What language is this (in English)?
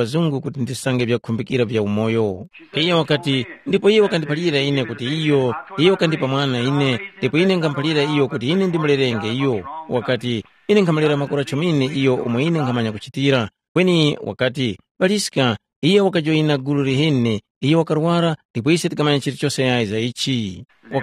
Tumbuka